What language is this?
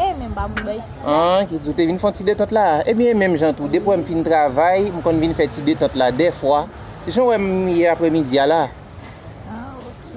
Haitian Creole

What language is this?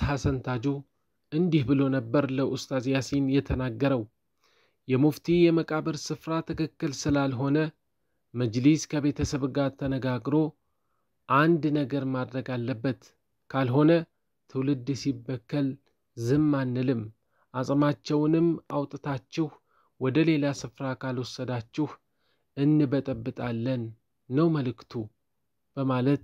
Amharic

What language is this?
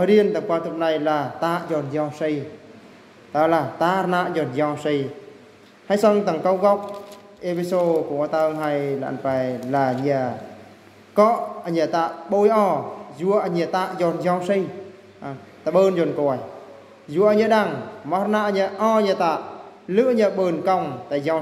Eastern Bru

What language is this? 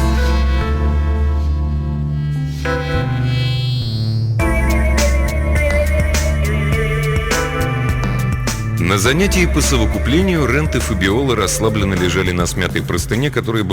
Russian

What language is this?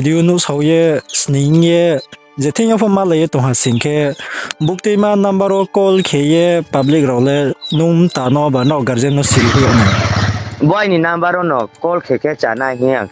Riang (India)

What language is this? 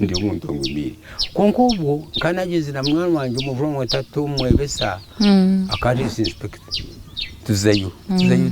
Nyankole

